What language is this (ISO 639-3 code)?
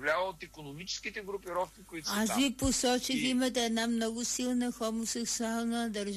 bul